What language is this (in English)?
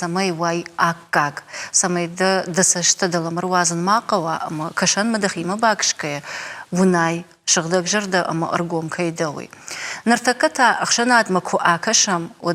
Ossetic